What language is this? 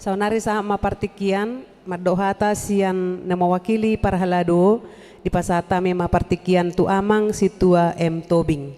Batak Toba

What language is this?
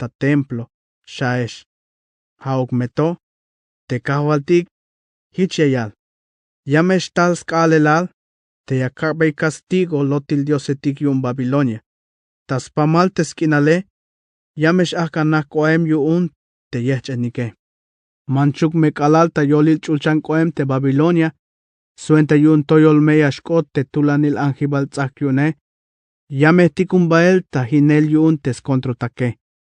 Tzeltal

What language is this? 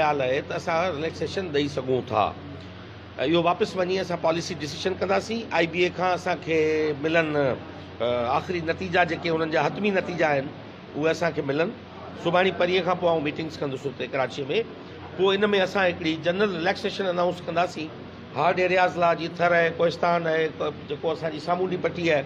Sindhi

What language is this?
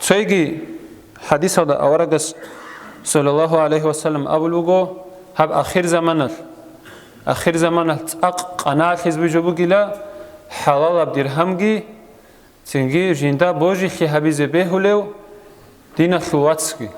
Avaric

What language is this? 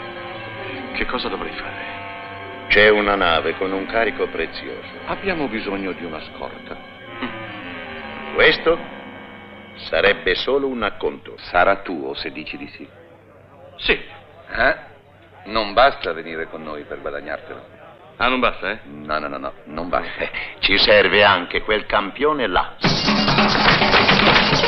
Italian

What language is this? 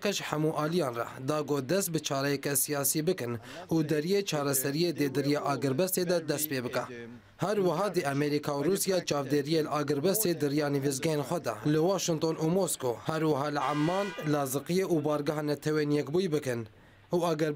Kurdish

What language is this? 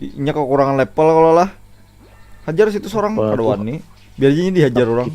Banjar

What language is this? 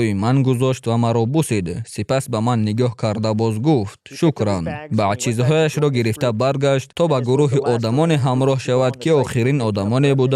Tajik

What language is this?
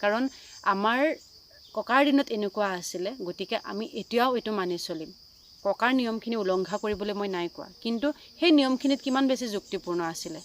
Assamese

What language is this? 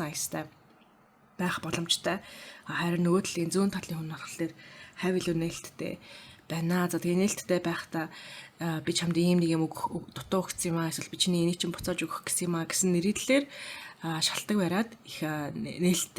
Mongolian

